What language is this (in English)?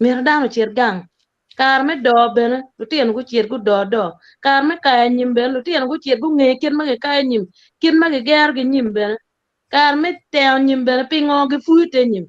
Acoli